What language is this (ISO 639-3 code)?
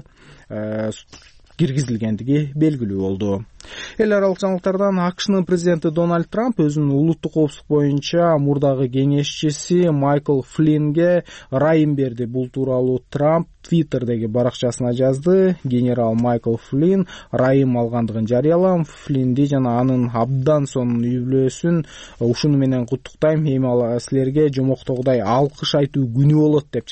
kir